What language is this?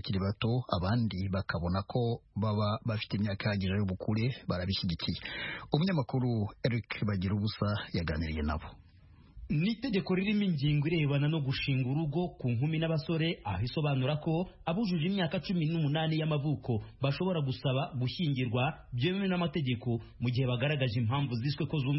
Kinyarwanda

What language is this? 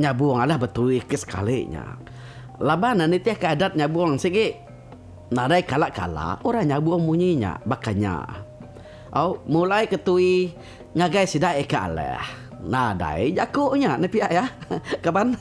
Iban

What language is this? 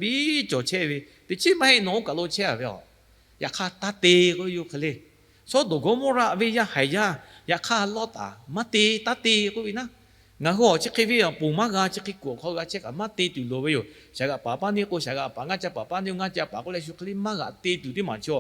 Lahu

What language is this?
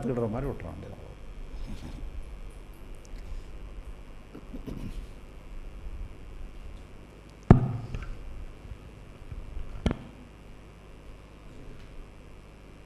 Tamil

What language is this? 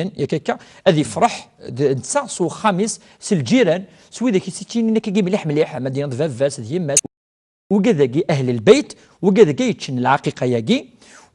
Kabyle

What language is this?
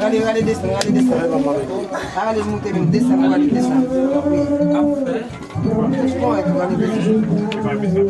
Haitian Creole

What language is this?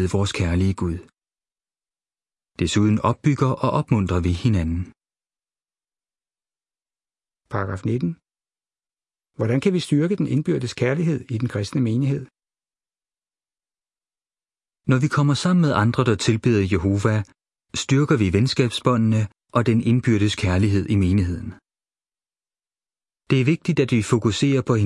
Danish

